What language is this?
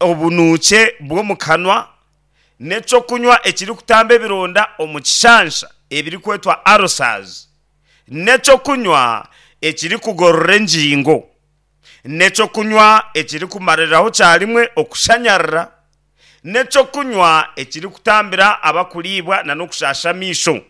Nyankole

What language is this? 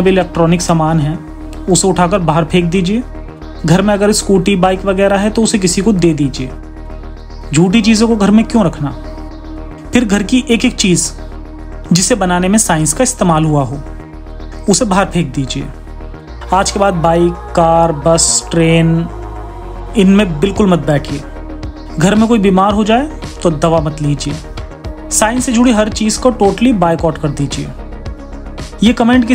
Hindi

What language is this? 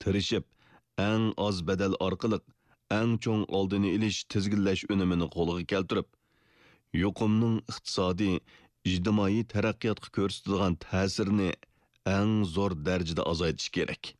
Uyghur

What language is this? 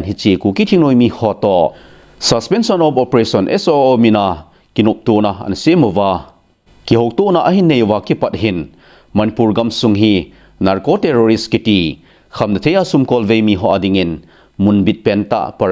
Thado Chin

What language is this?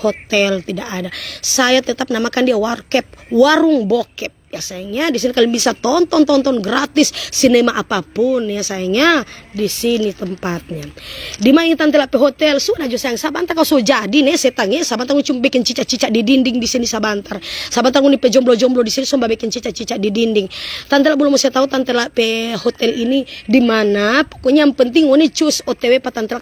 Manado Malay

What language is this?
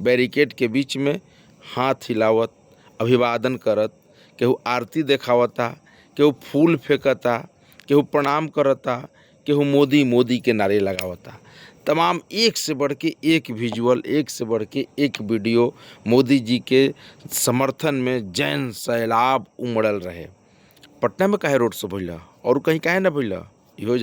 Bhojpuri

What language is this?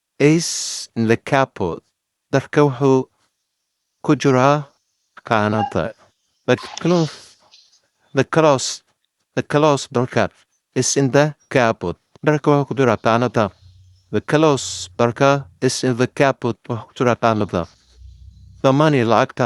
Somali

